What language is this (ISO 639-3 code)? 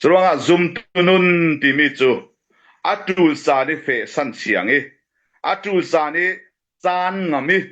cfm